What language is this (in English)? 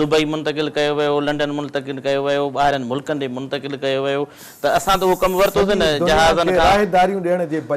Sindhi